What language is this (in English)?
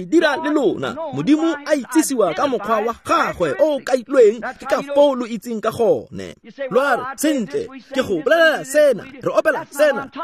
Tswana